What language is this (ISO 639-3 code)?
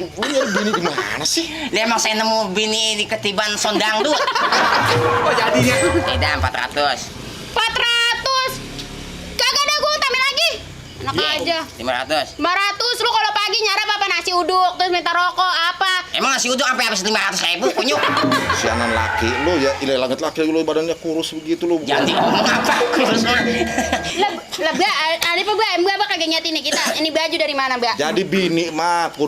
bew